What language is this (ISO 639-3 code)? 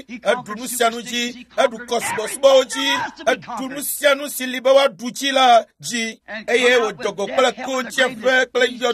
ewe